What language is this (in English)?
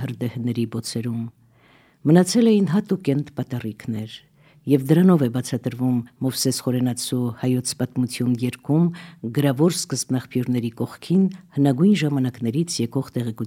Armenian